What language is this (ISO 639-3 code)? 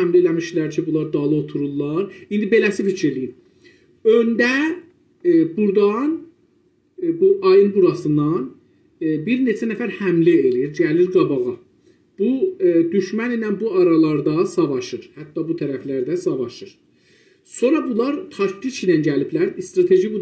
azb